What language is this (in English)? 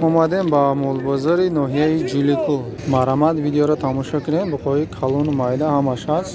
Tajik